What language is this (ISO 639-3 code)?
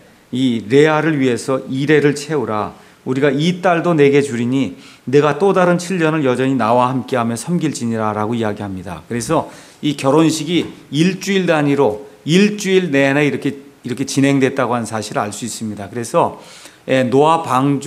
kor